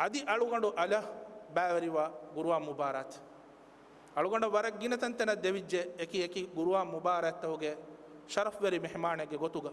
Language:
Divehi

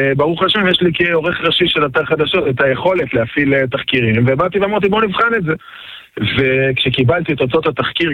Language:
Hebrew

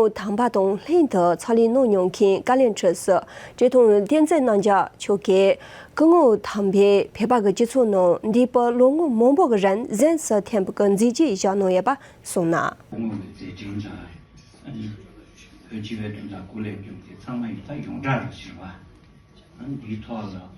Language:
Tibetan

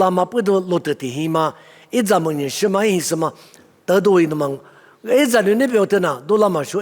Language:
Lisu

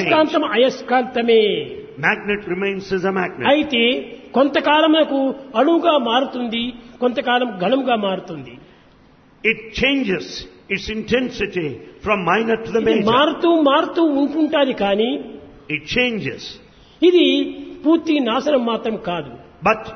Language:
Telugu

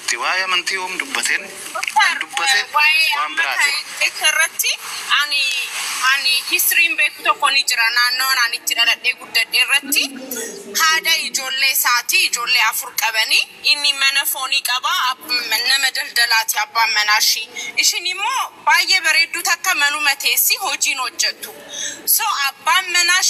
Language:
Oromo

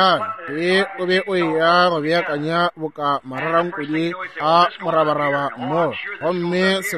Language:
Northern Sotho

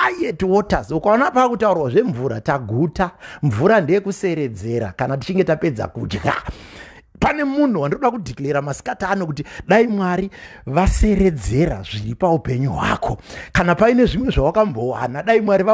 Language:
Shona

